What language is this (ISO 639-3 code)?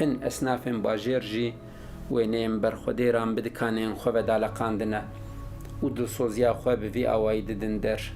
kur